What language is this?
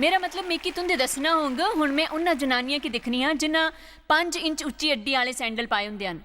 Dogri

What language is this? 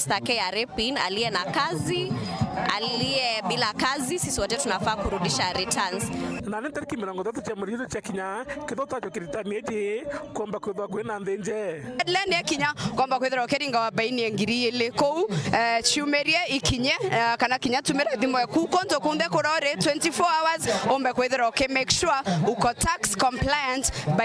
Meru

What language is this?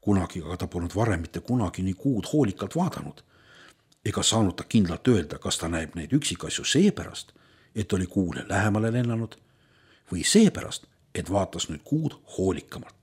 Estonian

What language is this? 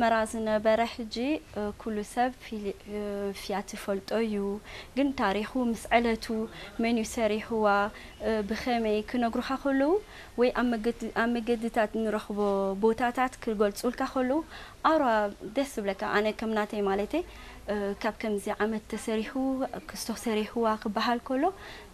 Tigrinya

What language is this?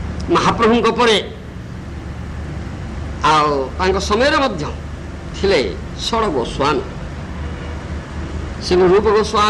Odia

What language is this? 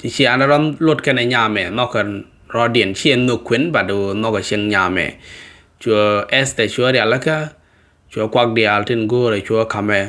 Nuer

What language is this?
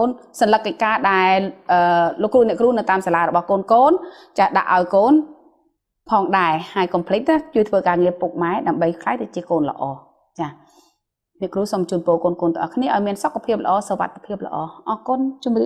Khmer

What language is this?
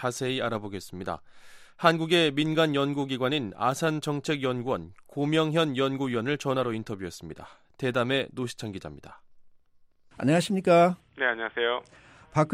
Korean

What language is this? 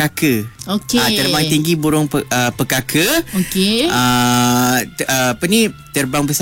Malay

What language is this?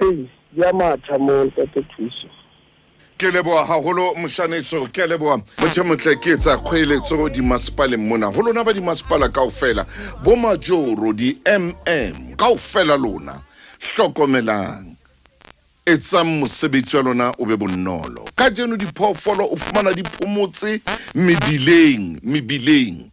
Southern Sotho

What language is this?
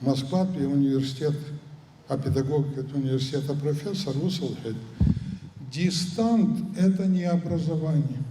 Abkhazian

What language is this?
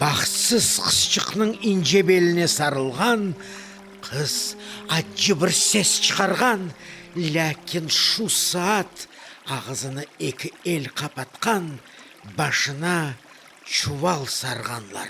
Crimean Tatar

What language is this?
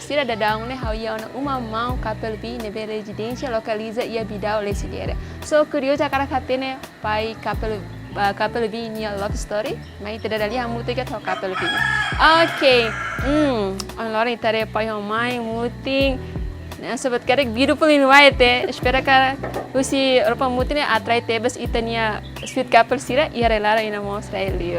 Tetum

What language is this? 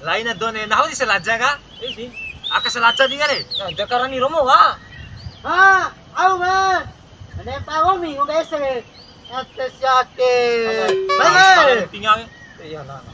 Bima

